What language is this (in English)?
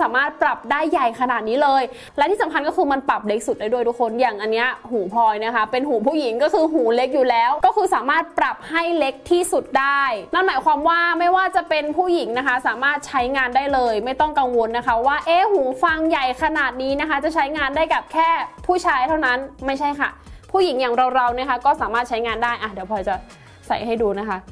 Thai